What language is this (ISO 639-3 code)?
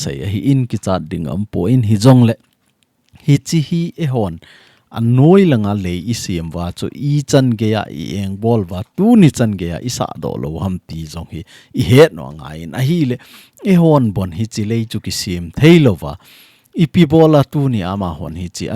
tcz